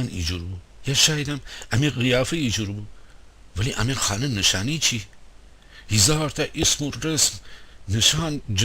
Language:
Gilaki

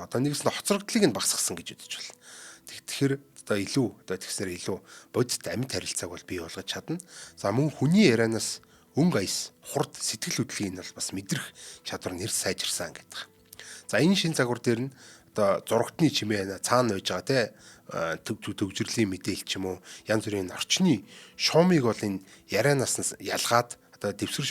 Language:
Mongolian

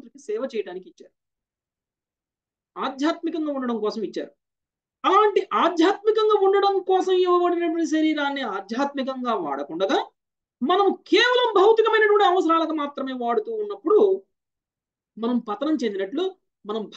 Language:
Telugu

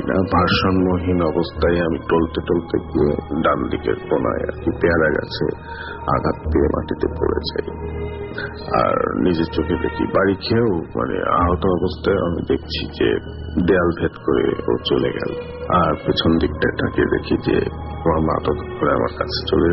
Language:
Bangla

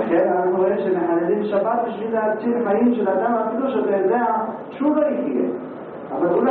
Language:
Hebrew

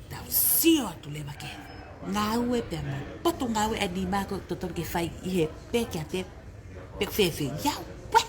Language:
Tongan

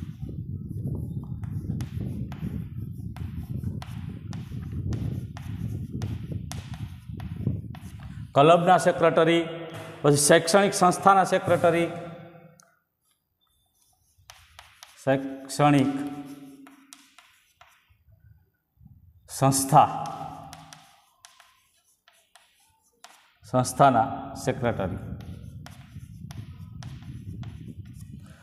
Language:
Gujarati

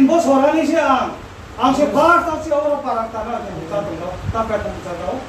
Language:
Riang (India)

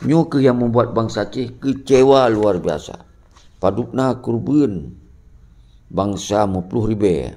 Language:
Achinese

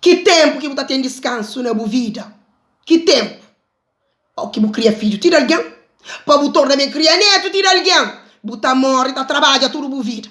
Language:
Kabuverdianu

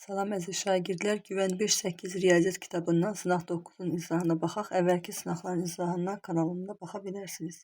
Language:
Azerbaijani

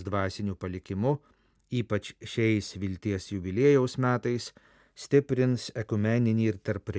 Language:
Lithuanian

